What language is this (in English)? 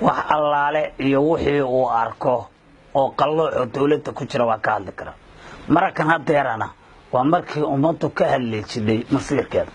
Somali